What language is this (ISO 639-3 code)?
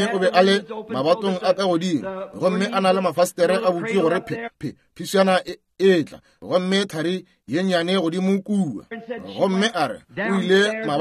nso